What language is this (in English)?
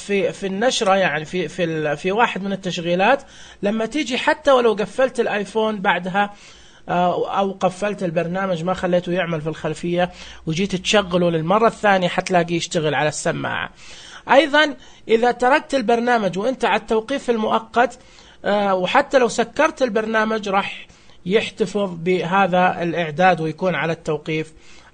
Najdi Arabic